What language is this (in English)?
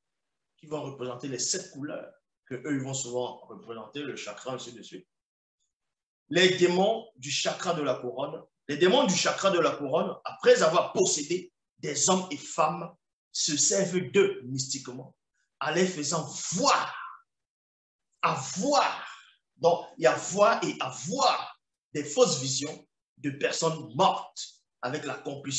French